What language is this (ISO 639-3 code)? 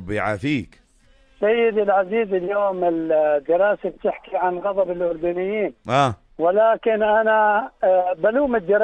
apc